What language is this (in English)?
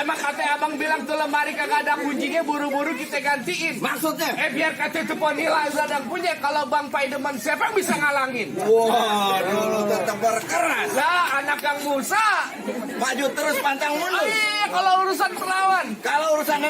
Betawi